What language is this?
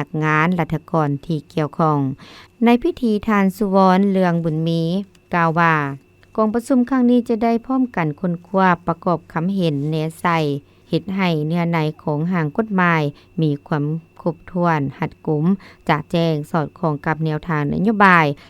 Lao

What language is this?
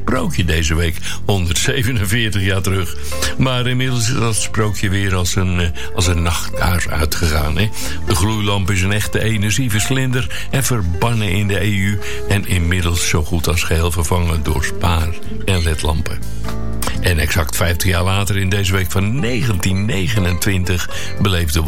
Dutch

